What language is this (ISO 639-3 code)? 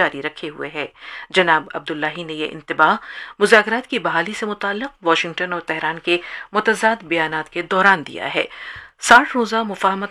urd